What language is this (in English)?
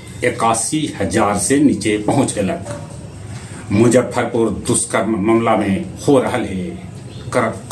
Magahi